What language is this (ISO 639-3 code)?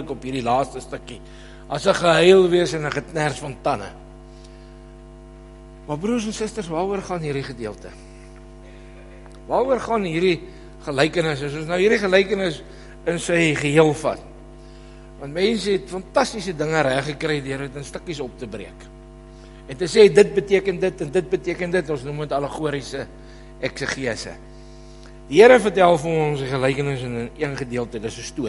afr